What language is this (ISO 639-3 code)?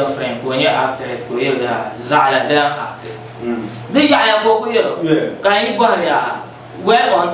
dag